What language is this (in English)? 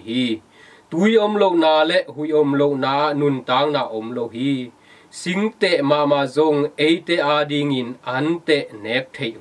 Tedim Chin